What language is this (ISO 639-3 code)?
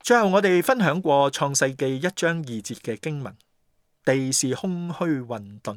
yue